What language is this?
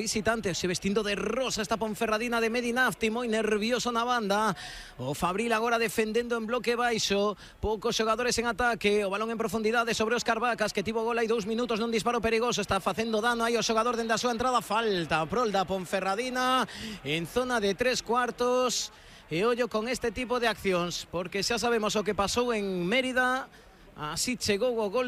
Galician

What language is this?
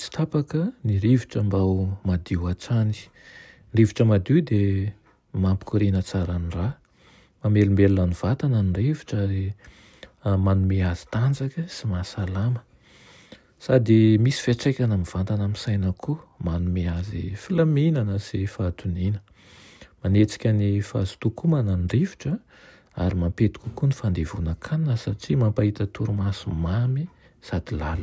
Malagasy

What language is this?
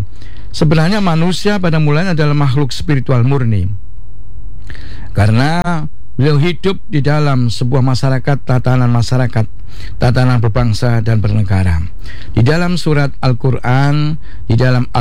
Indonesian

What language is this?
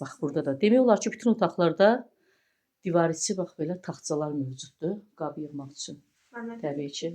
Azerbaijani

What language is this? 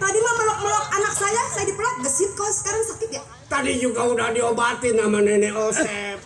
Betawi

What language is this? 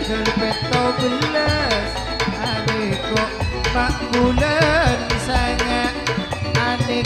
Madurese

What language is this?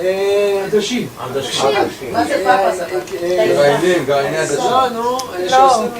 Ladino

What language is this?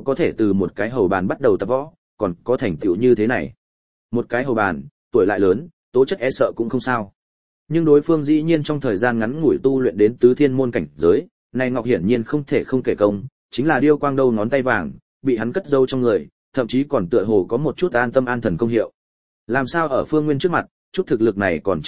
Vietnamese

